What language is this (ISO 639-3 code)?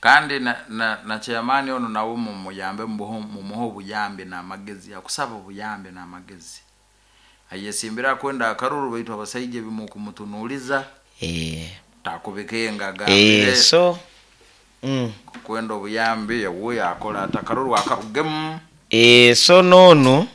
nyo